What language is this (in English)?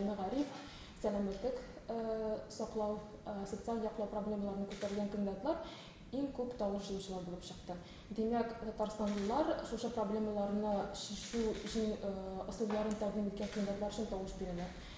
Tatar